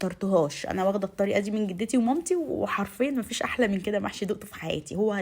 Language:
Egyptian Arabic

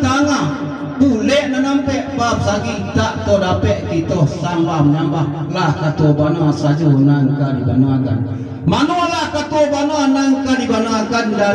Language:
Minangkabau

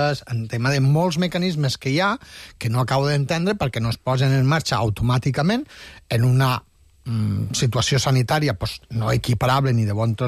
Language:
Catalan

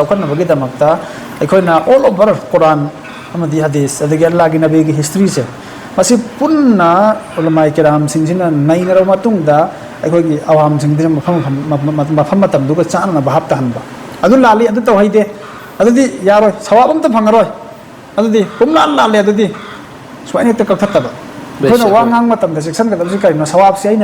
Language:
Manipuri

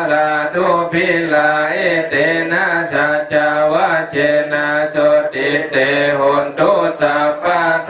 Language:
Pali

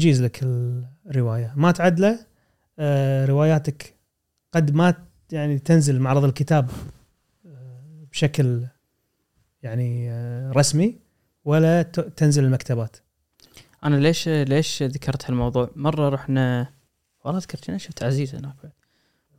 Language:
Gulf Arabic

